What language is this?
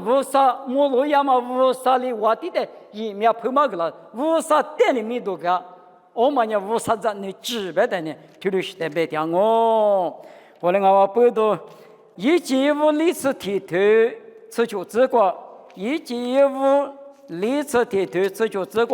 Lisu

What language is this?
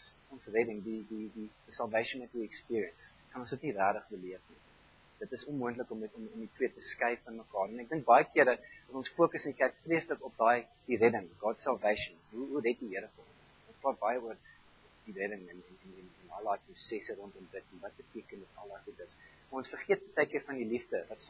Afrikaans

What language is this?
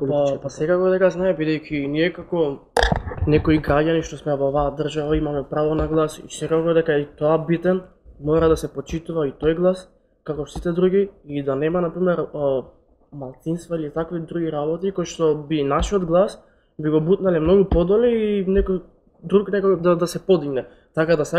Macedonian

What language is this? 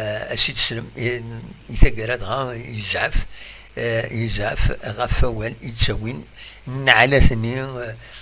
Kabyle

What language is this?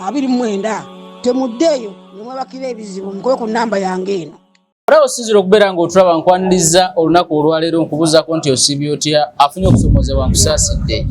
Ganda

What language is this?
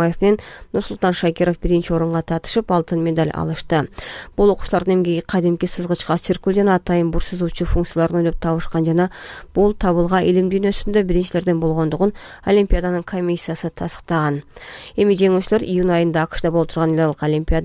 Kyrgyz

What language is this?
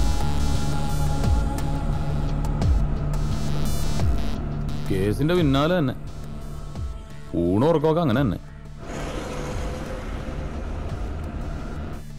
Malayalam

